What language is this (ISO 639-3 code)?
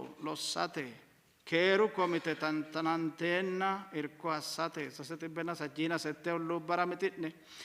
sid